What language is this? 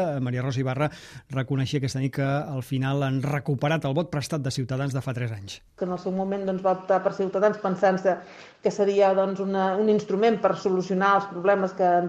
Catalan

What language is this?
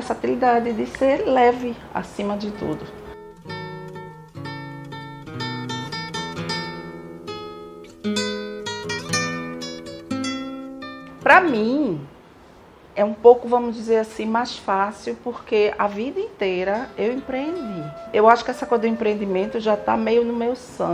Portuguese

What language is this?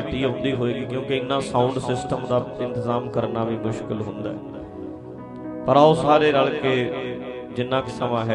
Punjabi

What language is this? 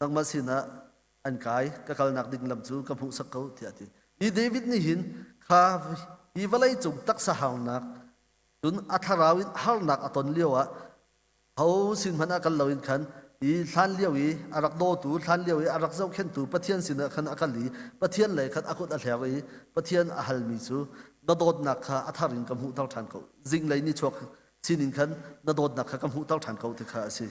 Hakha Chin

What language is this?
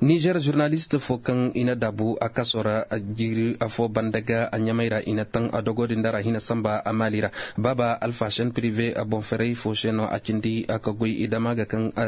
Zarma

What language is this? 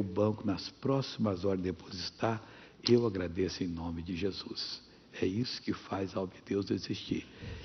Portuguese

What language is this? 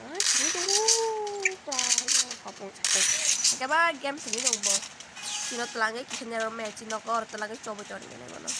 Kok Borok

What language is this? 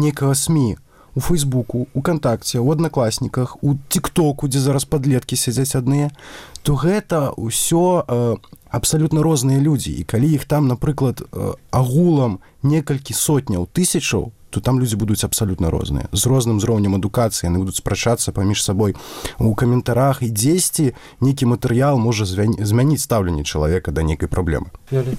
Belarusian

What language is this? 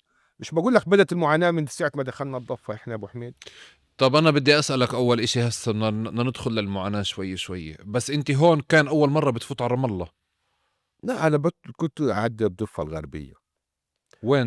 North Levantine Arabic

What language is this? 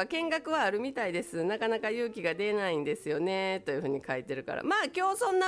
Japanese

